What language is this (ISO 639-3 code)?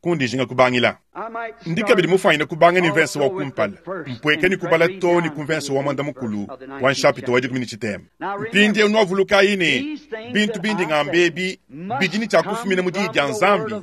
lua